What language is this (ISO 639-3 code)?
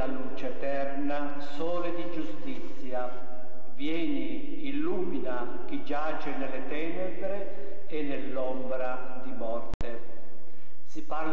ita